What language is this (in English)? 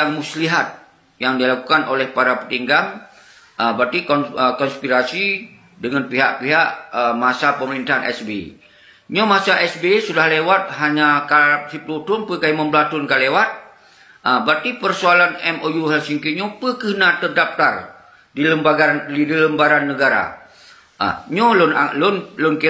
Achinese